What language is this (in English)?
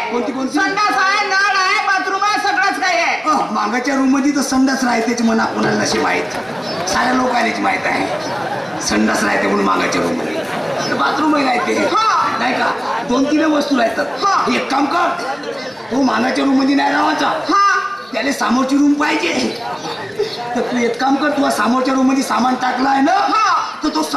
Marathi